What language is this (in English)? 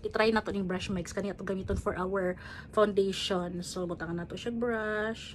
Cebuano